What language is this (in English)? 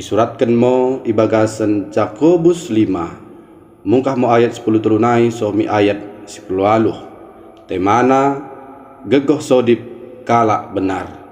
Batak Dairi